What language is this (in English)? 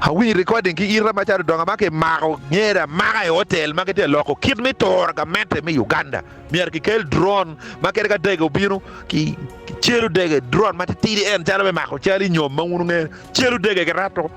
Acoli